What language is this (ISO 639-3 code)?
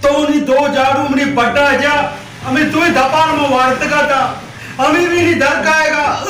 bal